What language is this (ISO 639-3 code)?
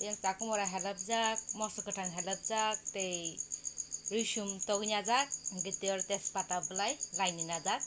trp